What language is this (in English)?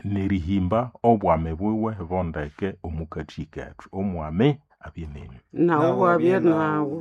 Nande